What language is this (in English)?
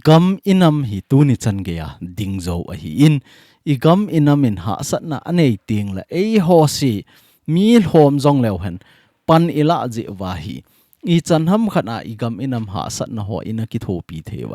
Thado Chin